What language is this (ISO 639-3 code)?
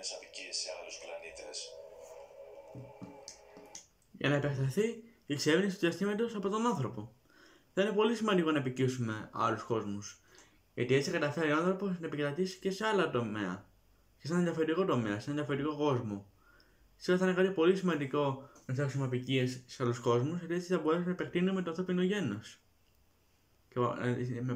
ell